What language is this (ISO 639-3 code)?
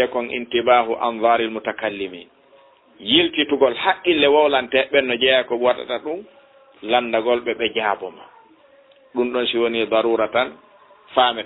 ful